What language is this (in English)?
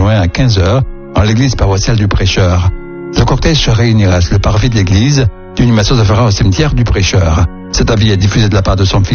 French